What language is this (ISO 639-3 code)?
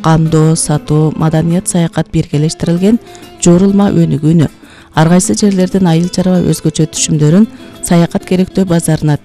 kir